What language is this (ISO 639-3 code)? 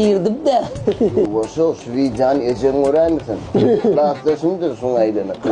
tuk